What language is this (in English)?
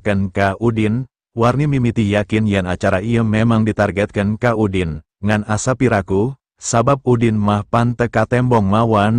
Sundanese